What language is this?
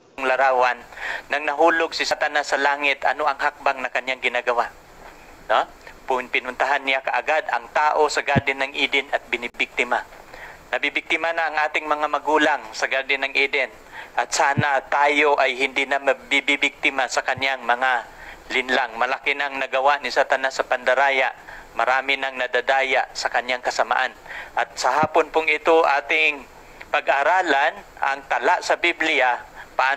Filipino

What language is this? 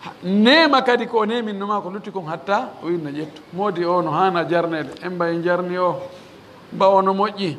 Pular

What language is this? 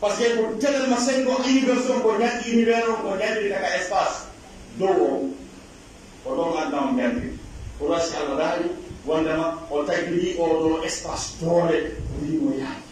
Pular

